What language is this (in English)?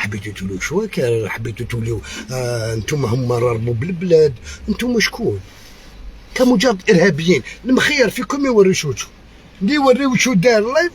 Algerian Arabic